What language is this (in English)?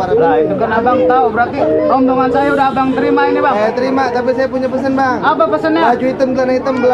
Betawi